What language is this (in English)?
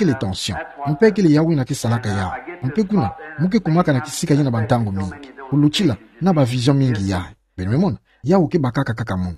Kituba (Democratic Republic of Congo)